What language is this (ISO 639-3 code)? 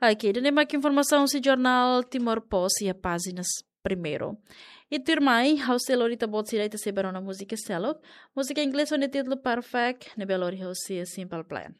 tet